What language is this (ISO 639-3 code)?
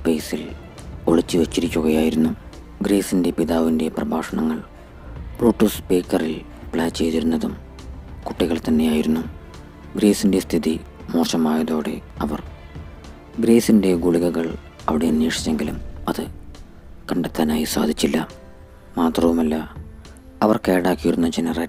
mal